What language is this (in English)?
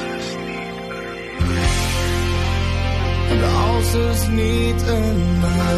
Afrikaans